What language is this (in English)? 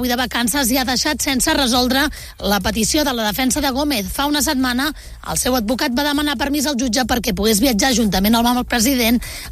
Catalan